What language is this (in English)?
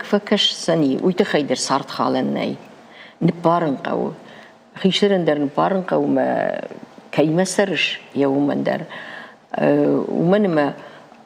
Ossetic